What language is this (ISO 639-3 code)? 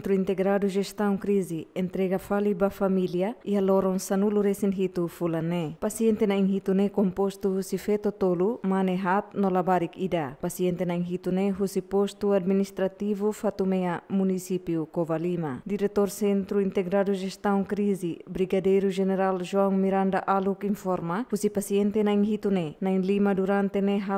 tet